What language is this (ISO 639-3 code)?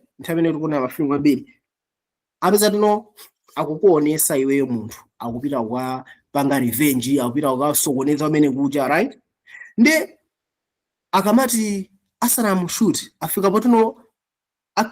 nya